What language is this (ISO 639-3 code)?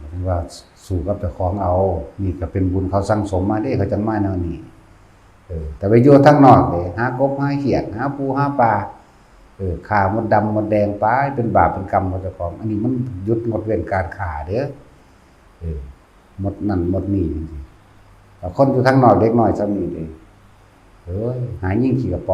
tts